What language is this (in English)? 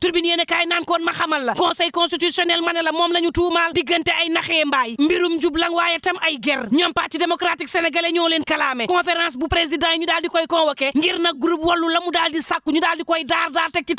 Wolof